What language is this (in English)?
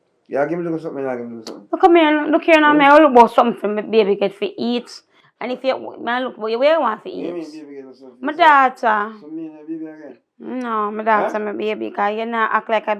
Jamaican Creole English